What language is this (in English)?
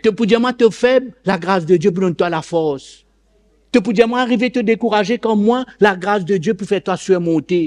Morisyen